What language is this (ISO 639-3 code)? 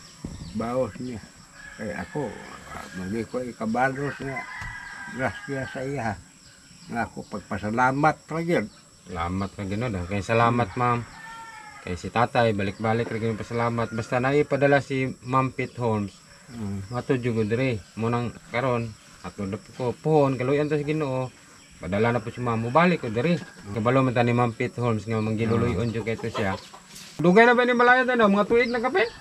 ceb